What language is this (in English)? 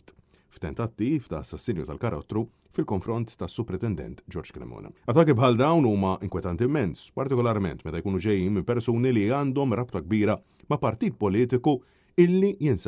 Maltese